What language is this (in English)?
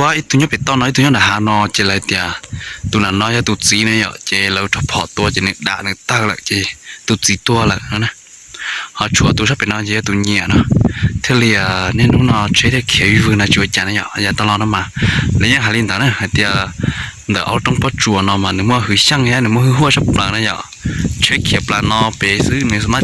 Hmong